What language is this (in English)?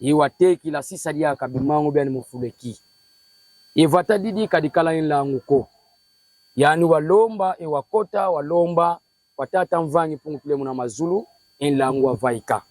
Kongo